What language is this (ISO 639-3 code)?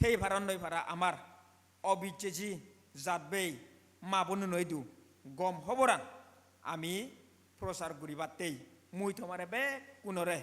ccp